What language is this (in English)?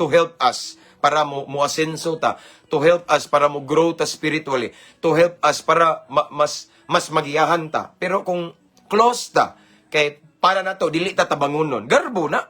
Cebuano